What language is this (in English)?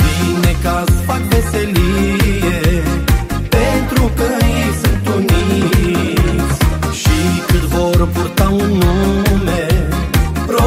Romanian